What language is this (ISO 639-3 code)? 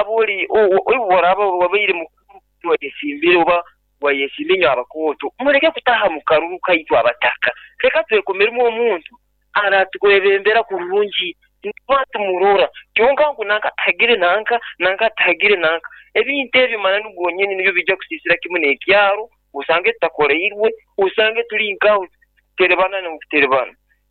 nyo